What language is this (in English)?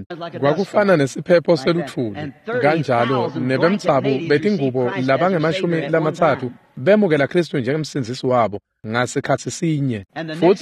Swati